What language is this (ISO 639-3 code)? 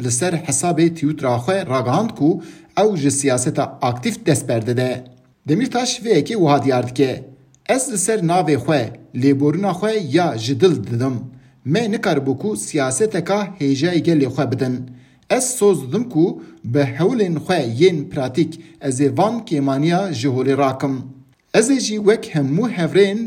kur